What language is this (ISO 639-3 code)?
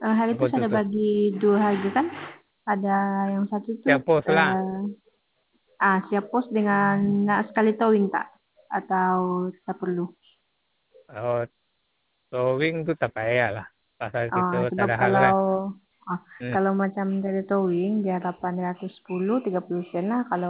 msa